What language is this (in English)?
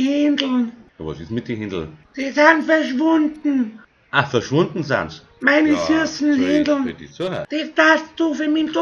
Bavarian